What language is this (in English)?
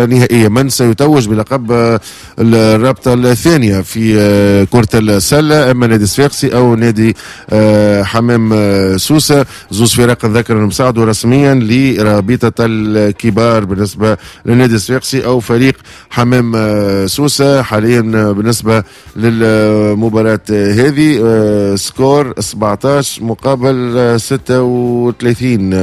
Tunisian Arabic